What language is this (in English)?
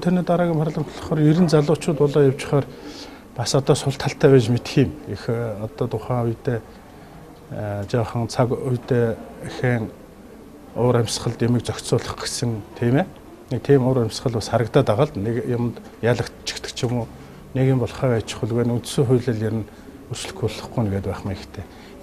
Mongolian